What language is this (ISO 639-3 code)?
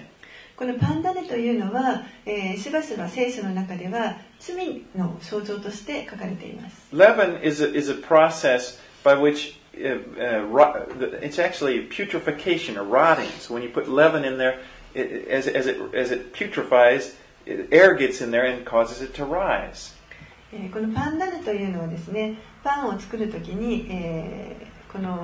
jpn